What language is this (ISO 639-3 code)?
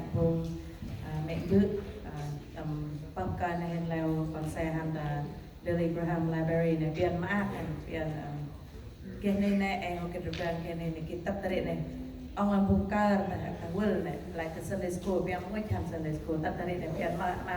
cmo